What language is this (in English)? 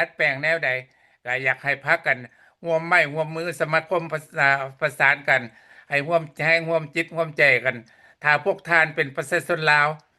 Lao